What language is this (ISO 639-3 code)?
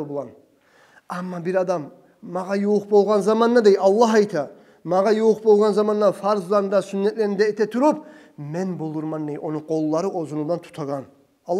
kum